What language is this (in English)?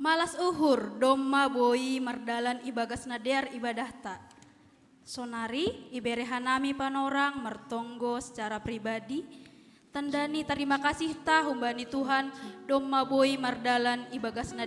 Batak Simalungun